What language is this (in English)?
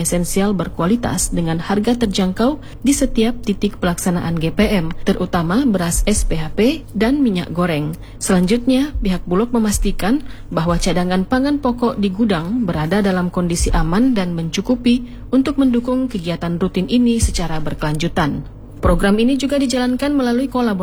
Indonesian